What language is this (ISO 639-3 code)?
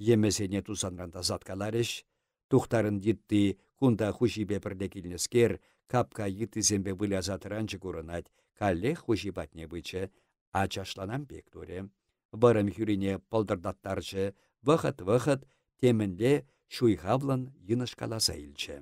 chv